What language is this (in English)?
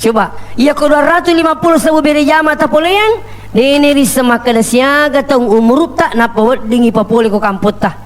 Buginese